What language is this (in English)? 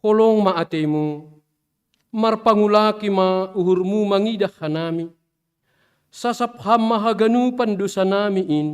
Batak Simalungun